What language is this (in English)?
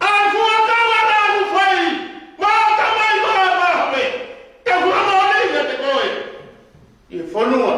Tongan